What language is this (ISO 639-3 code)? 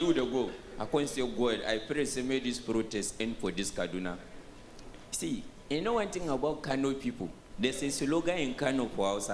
pcm